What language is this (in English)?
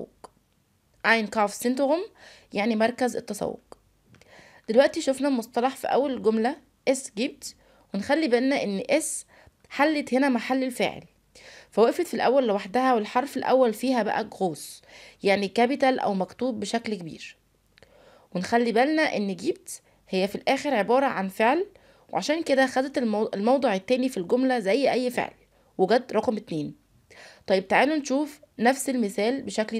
Egyptian Arabic